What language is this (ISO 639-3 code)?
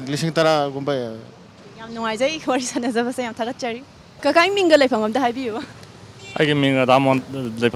mni